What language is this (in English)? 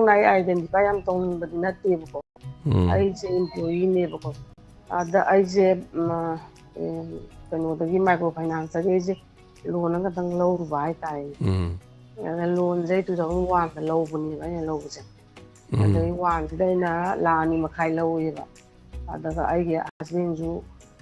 Manipuri